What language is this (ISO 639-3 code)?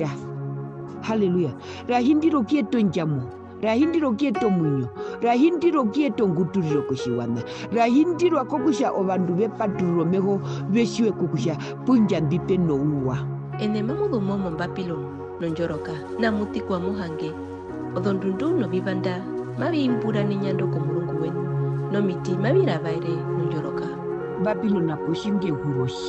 her